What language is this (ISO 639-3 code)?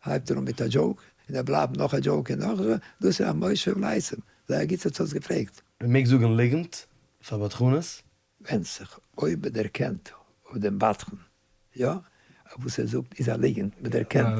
yid